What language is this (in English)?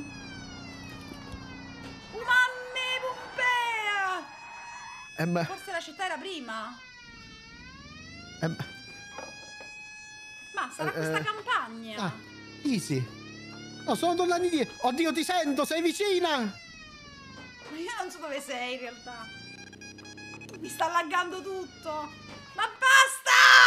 Italian